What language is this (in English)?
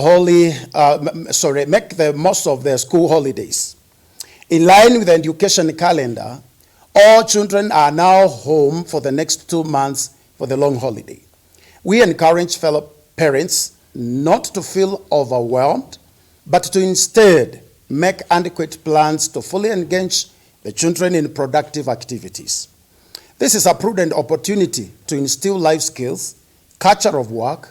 Kamba